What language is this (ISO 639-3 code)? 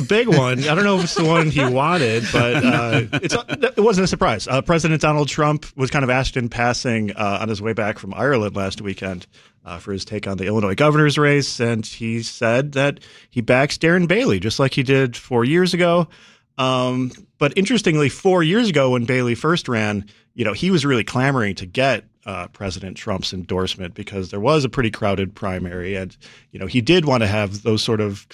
eng